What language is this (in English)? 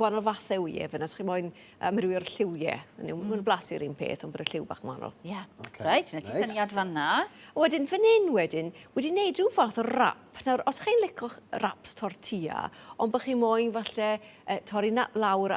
Welsh